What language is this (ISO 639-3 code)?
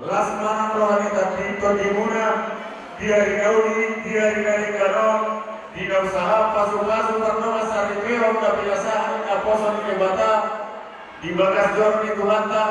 bbc